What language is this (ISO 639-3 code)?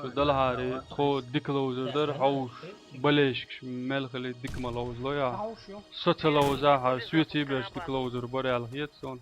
che